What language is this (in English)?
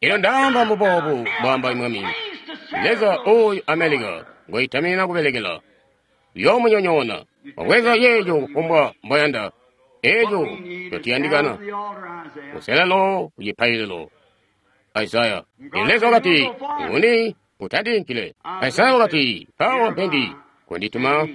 Tonga (Zambia)